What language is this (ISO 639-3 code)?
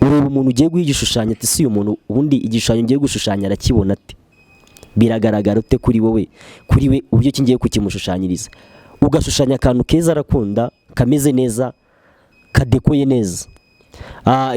kin